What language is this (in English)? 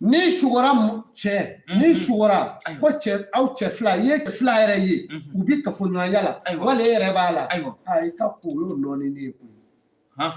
Bambara